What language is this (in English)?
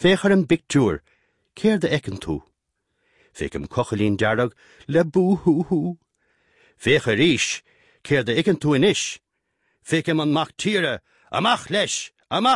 Irish